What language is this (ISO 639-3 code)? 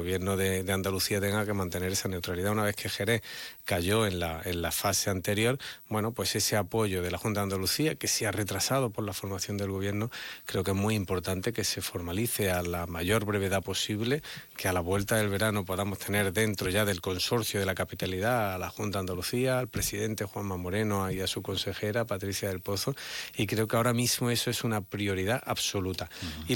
spa